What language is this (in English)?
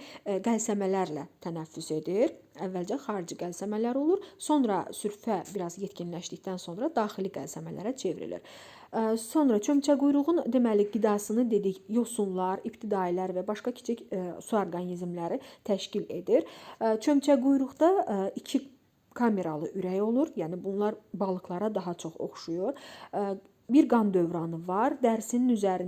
Azerbaijani